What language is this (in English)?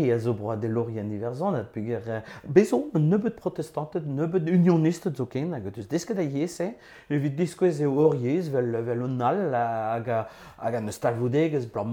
Breton